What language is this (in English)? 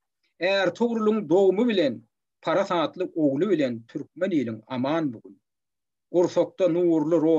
Turkmen